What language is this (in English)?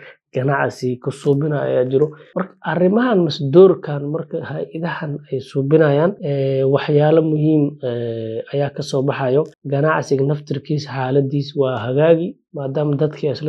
Somali